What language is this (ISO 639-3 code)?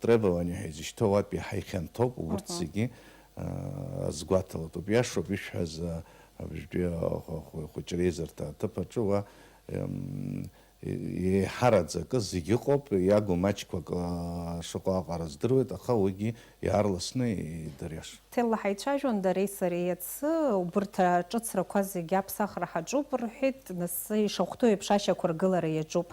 abk